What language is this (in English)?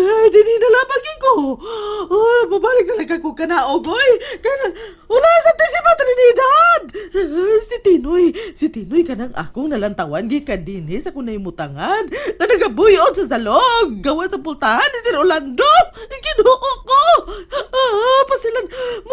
Cebuano